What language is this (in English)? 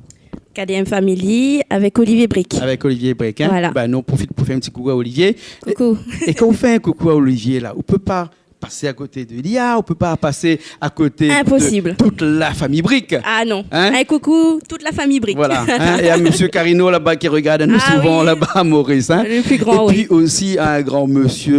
Réunion Creole French